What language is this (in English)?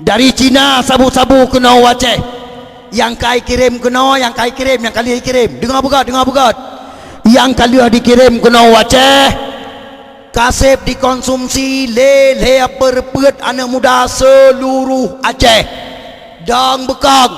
Achinese